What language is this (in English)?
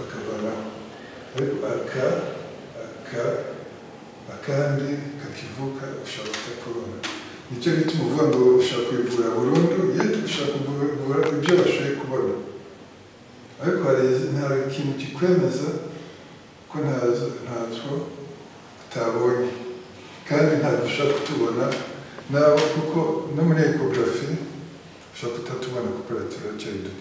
Kinyarwanda